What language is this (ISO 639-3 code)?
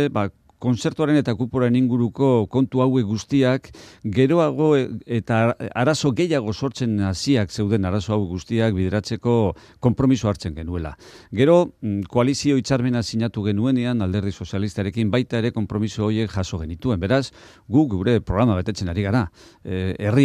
eus